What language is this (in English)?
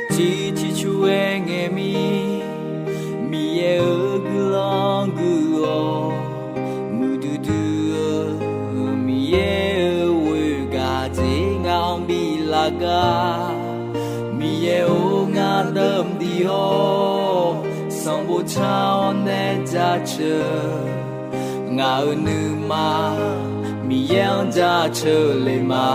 Akha